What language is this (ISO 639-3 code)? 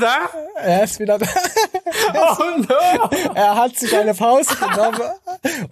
deu